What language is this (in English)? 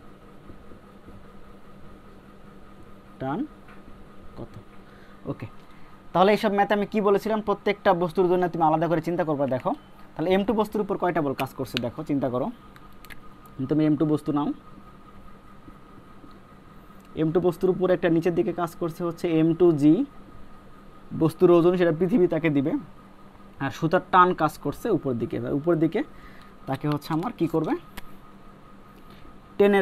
Bangla